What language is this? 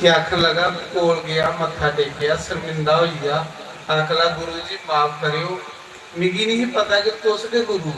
Dogri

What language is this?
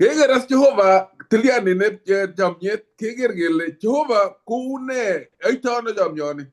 Kalenjin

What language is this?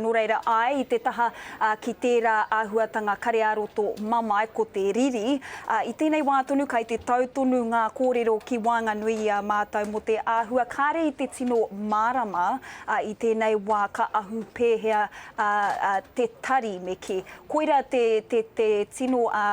Māori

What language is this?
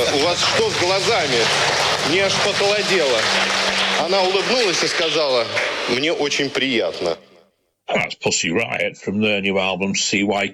Russian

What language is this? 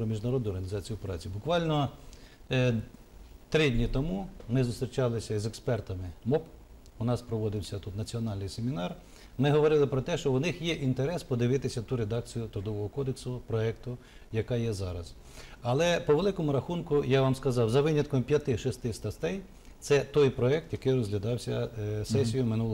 Ukrainian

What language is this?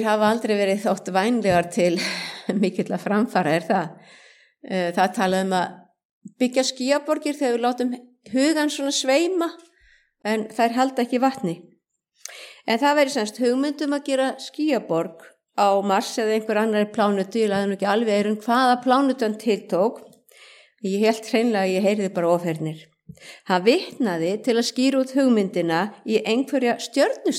Icelandic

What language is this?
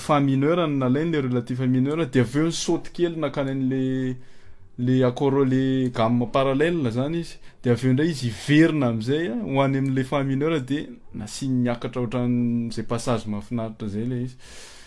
Malagasy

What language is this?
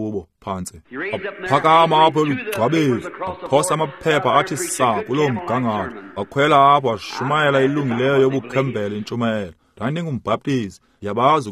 Xhosa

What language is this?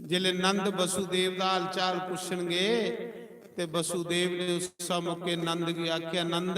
Dogri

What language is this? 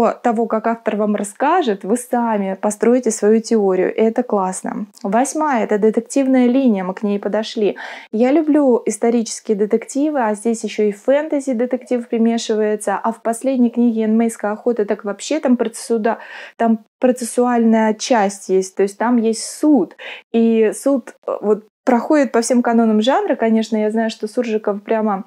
Russian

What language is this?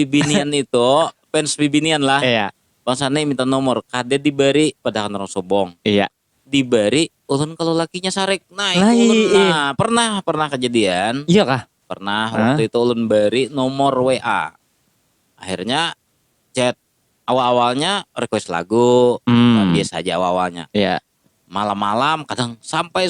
Banjar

